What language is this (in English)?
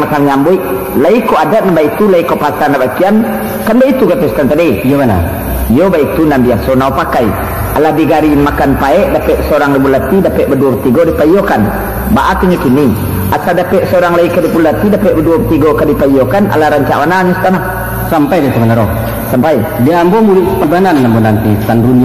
Minangkabau